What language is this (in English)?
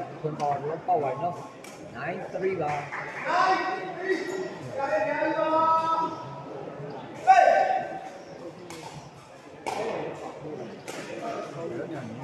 Burmese